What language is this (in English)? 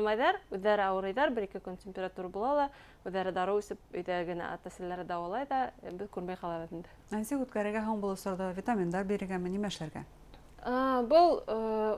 Bashkir